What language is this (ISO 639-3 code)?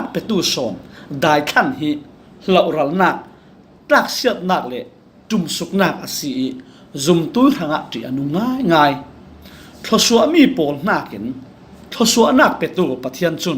cfm